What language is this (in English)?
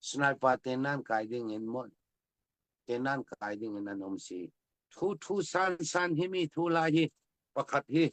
Falam Chin